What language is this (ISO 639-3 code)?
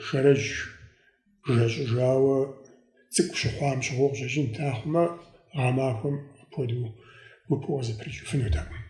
kbd